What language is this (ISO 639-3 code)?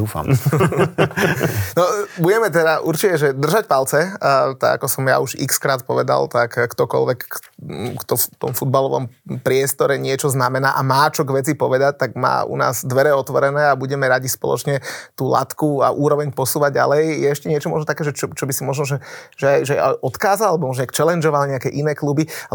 slk